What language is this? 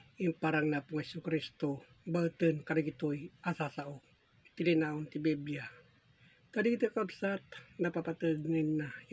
Iloko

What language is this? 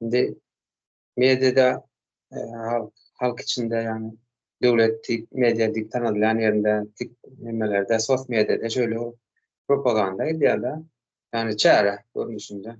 Turkmen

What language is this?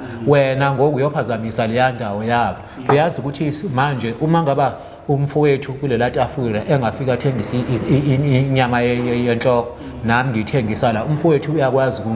Zulu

